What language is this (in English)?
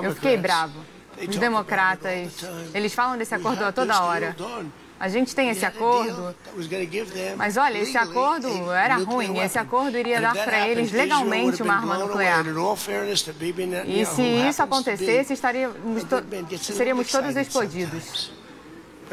Portuguese